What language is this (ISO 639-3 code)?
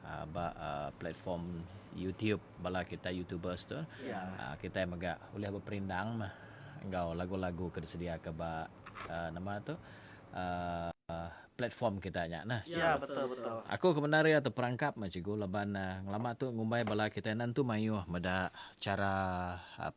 iba